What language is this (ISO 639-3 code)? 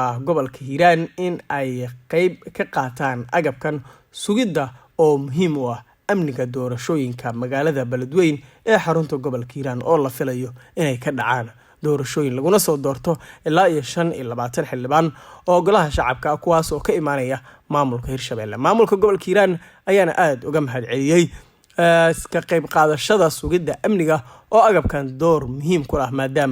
som